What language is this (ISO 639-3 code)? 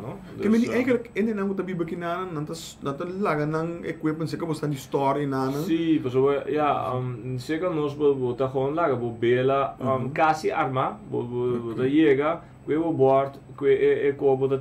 pap